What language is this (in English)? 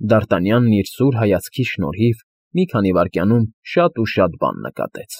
Armenian